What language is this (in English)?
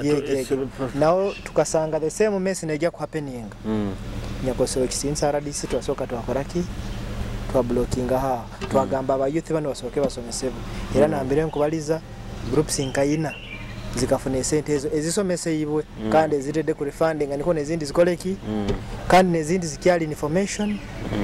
Nyoro